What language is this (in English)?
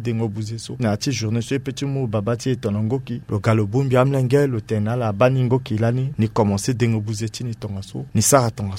Sango